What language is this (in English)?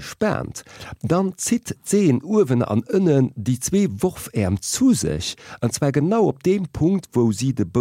Luxembourgish